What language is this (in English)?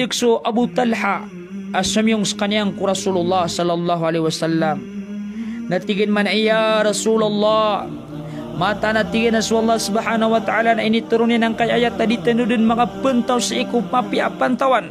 Maranao